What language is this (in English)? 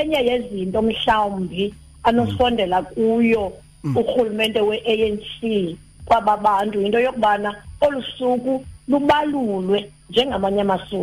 Xhosa